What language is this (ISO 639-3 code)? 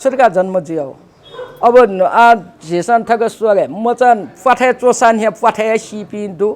new